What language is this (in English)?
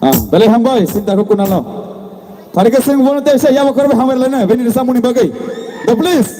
Kok Borok